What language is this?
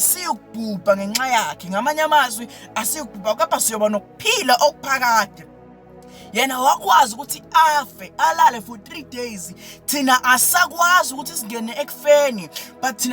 Zulu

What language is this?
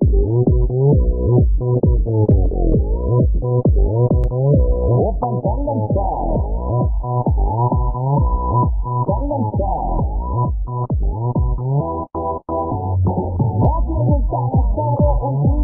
Korean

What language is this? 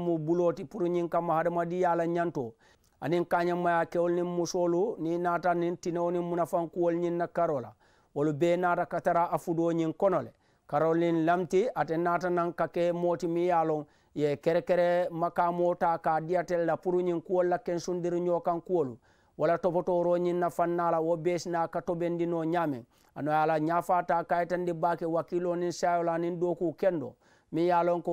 Mandingo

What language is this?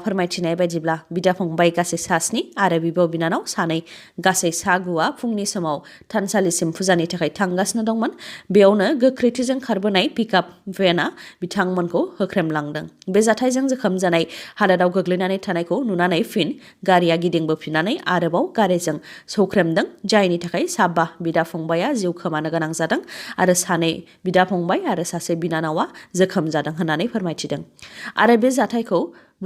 Bodo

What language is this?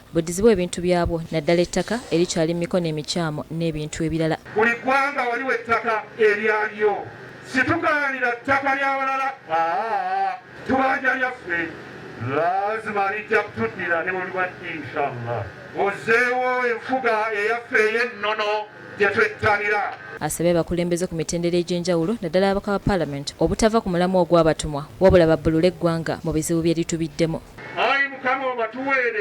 Ganda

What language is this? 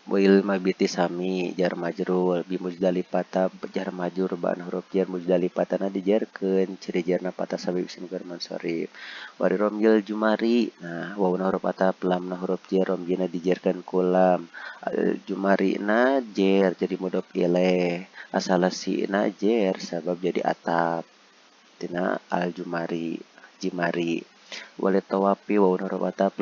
Sundanese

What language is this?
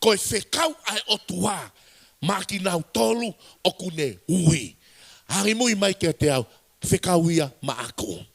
Tongan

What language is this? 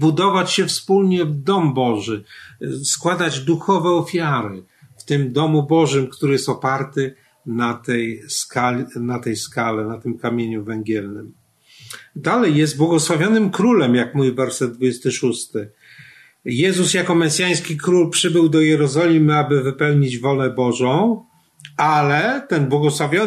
Polish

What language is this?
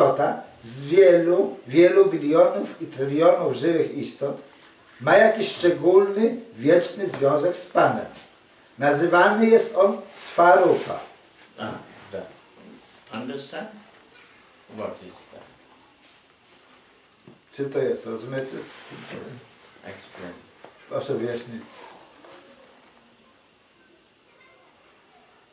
Polish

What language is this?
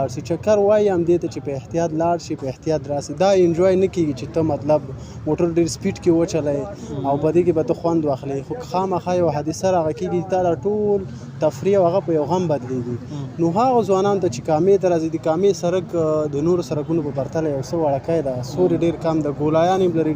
Pashto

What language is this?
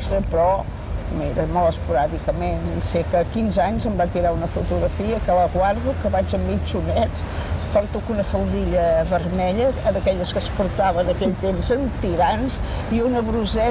Catalan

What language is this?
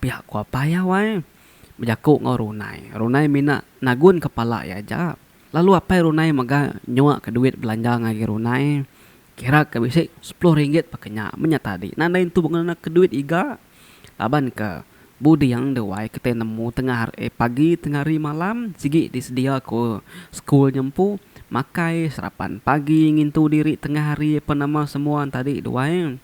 Iban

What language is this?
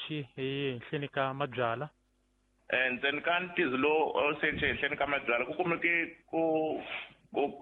Tsonga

